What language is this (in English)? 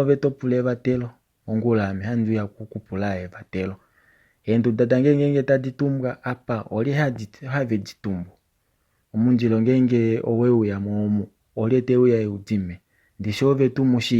Kuanyama